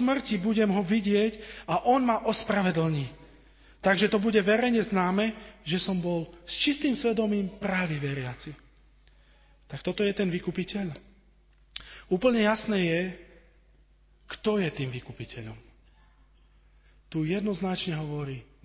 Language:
Slovak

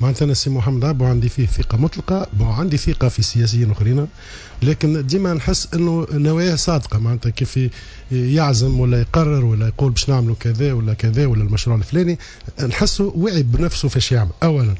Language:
Tunisian Arabic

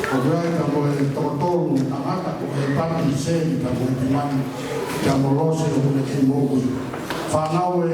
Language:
Tongan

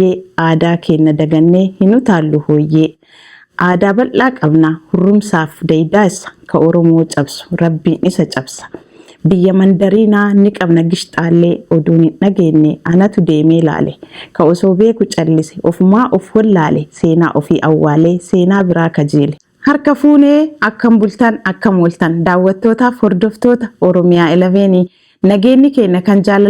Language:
Oromo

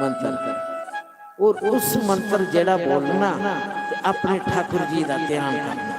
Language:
Dogri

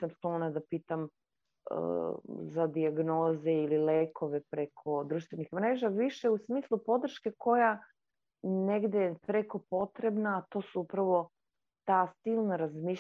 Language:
Serbian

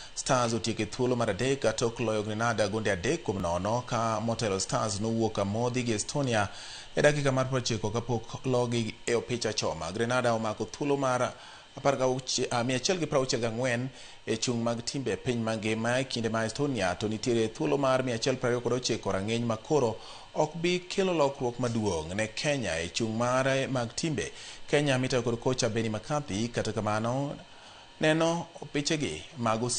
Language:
Luo (Kenya and Tanzania)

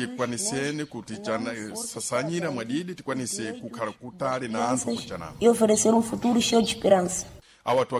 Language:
Sena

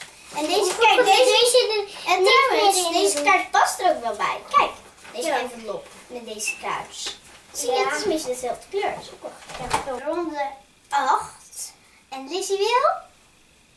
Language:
Dutch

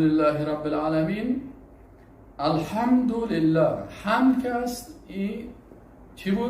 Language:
Persian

